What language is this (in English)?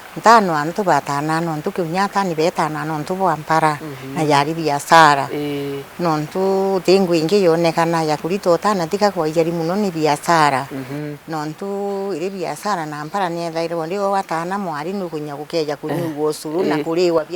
Meru